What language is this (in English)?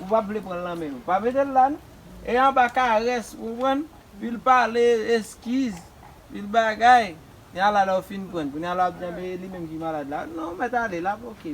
Haitian Creole